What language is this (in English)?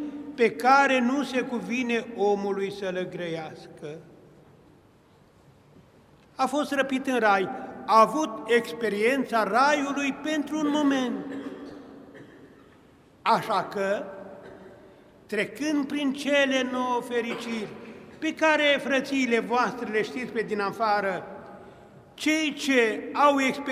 Romanian